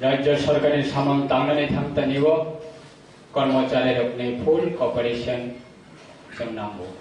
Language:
Kok Borok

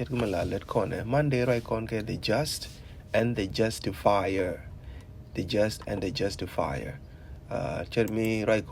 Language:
Nuer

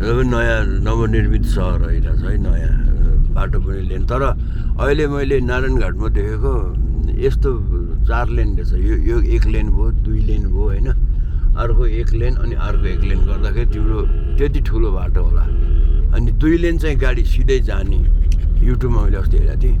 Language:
Nepali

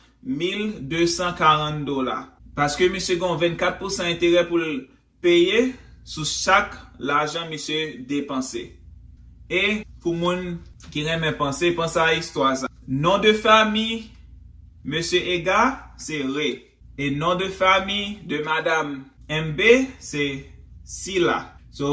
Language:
Haitian Creole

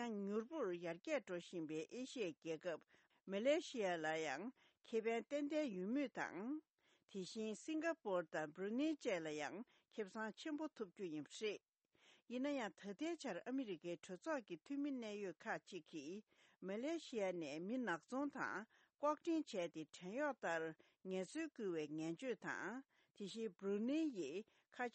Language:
Tibetan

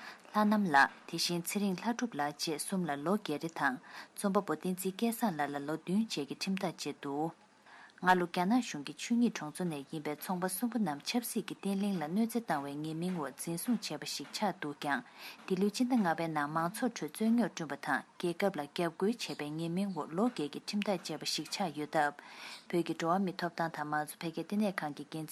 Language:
Tibetan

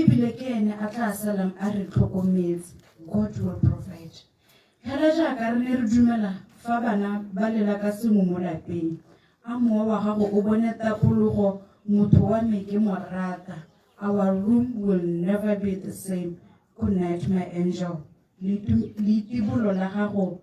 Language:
Tswana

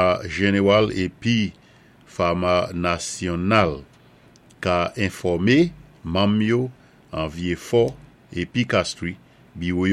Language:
Saint Lucian Creole French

